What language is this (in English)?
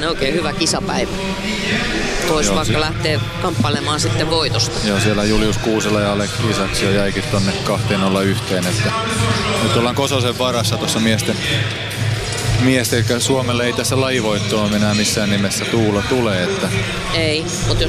Finnish